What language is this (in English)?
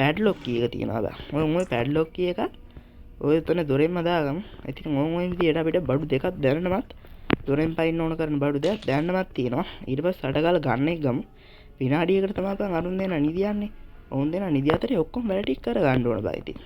Sinhala